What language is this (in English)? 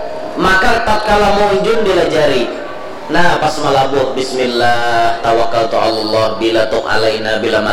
Banjar